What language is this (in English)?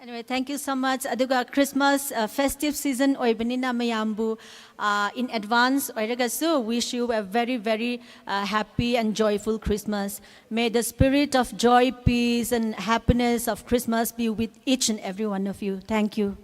Tangkhul Naga (India)